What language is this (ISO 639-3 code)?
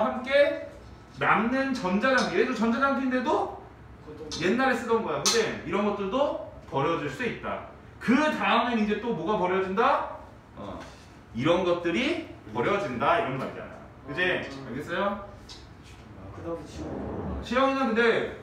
kor